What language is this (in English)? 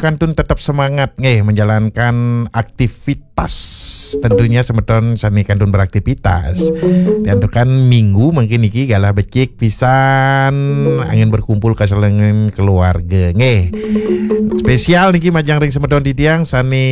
Balinese